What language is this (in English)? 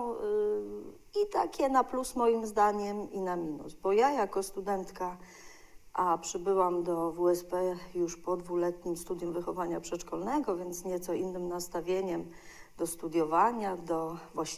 Polish